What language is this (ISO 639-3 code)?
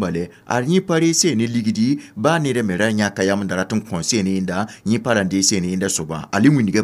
mos